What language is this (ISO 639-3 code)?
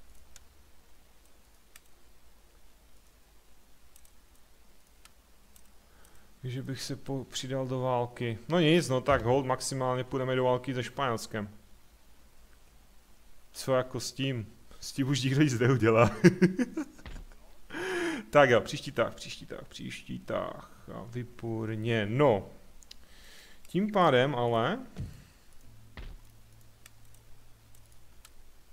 ces